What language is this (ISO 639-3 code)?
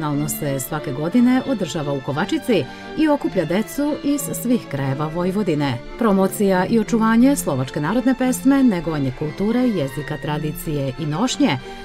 srp